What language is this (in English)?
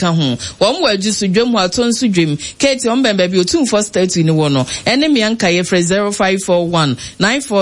Akan